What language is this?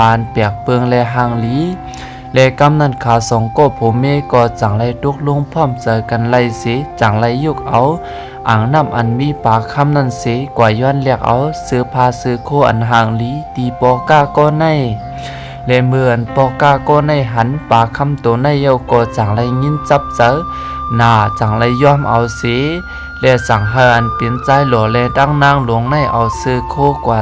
Shan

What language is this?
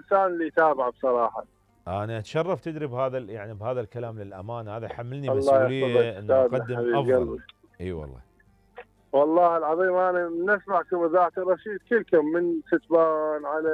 Mesopotamian Arabic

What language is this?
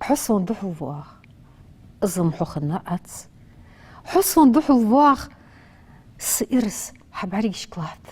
Ingush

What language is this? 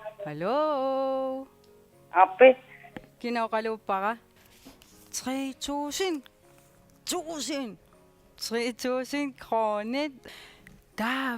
Kalaallisut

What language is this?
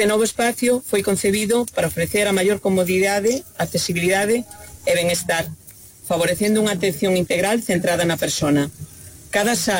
Galician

